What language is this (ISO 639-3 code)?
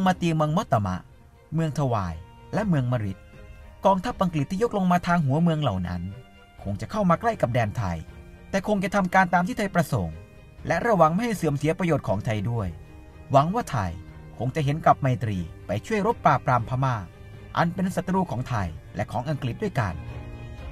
tha